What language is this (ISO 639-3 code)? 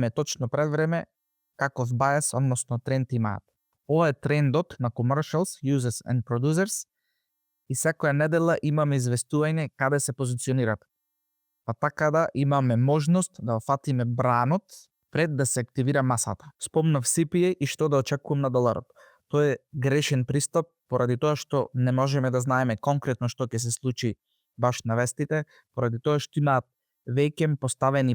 mkd